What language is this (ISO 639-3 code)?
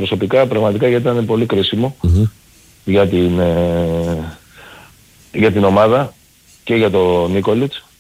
ell